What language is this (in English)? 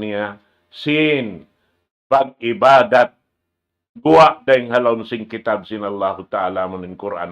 Tausug